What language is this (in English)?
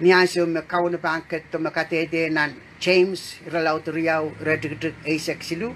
Pohnpeian